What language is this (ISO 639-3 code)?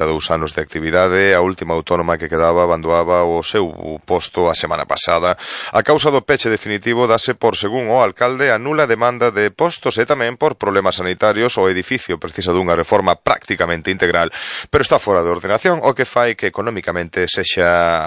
glg